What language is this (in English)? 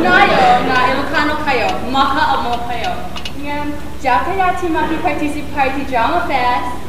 Iloko